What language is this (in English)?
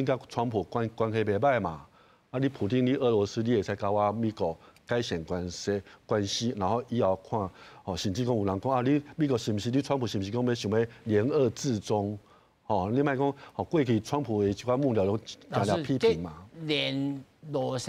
Min Nan Chinese